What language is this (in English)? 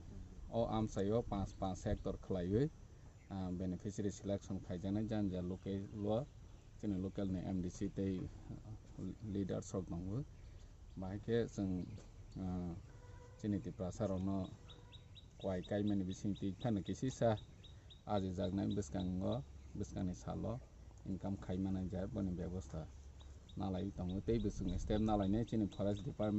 Kok Borok